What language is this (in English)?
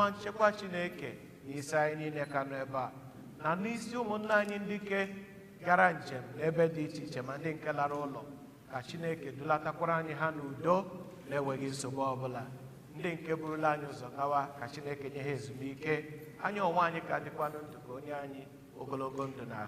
Igbo